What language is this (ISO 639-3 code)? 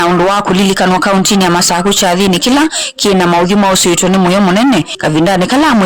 kam